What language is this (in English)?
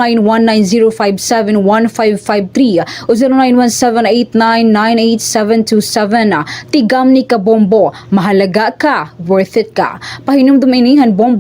Waray